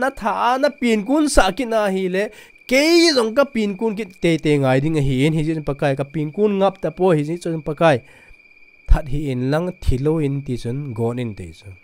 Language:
Thado Chin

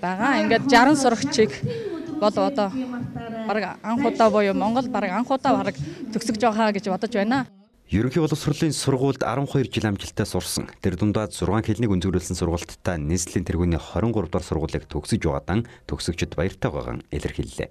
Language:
Mongolian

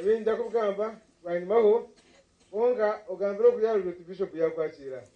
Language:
Nyankole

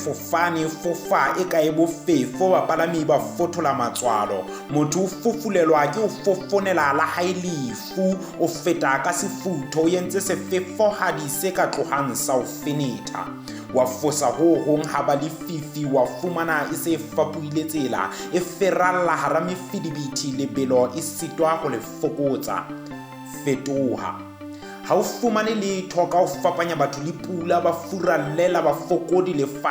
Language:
Southern Sotho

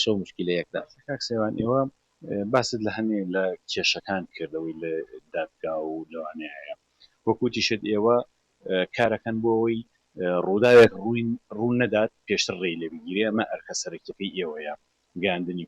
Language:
Central Kurdish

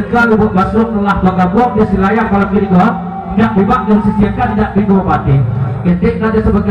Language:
Minangkabau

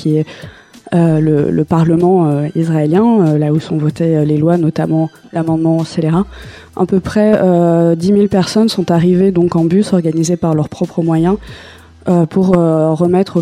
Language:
French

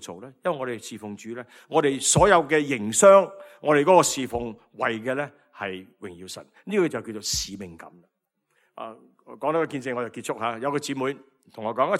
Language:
Cantonese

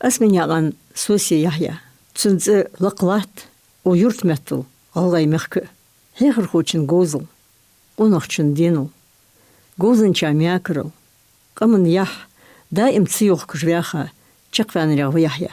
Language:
Ingush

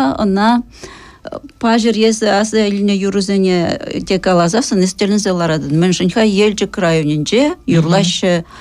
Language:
Chuvash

